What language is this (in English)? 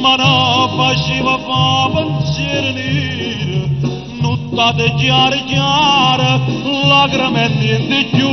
Neapolitan